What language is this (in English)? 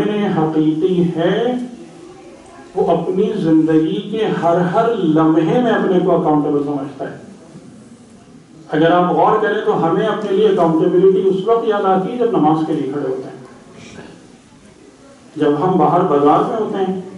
Urdu